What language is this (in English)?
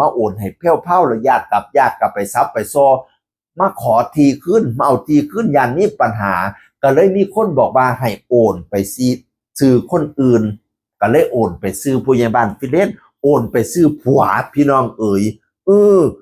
Northeastern Thai